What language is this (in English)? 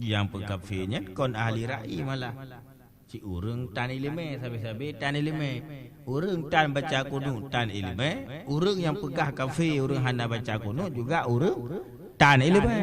Achinese